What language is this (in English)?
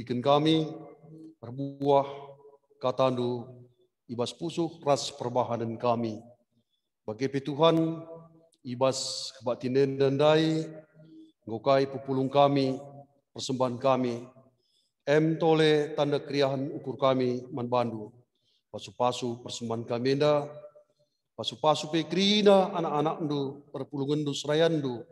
Batak Karo